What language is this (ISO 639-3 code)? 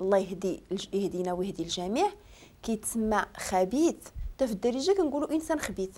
ary